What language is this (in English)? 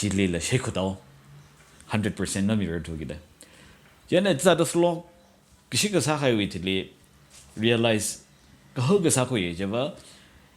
Tangkhul Naga (India)